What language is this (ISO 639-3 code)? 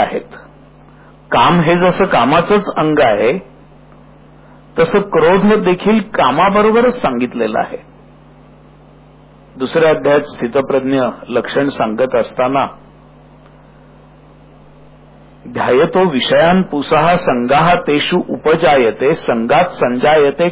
mar